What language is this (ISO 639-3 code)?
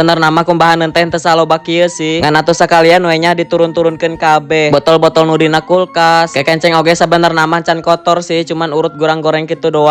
sun